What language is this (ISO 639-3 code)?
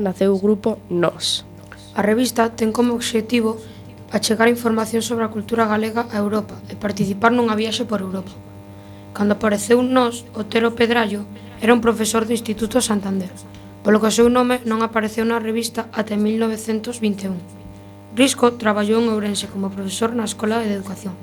glg